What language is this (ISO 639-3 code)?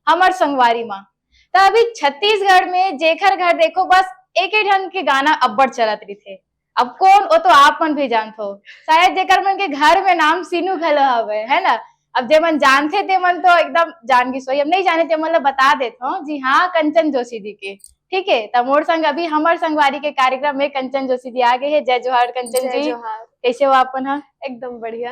hne